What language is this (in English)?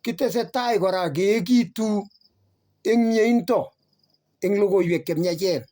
Kalenjin